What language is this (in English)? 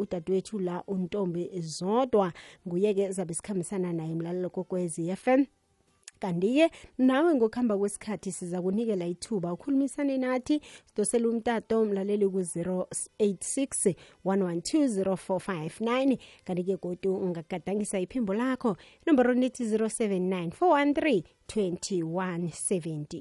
Xhosa